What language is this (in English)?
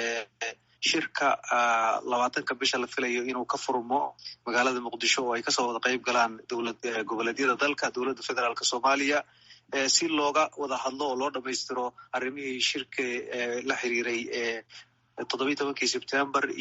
Somali